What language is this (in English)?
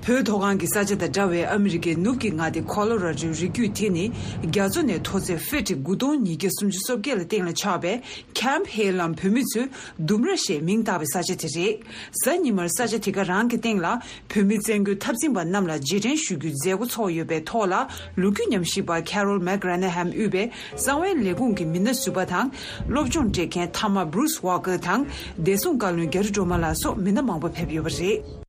Tibetan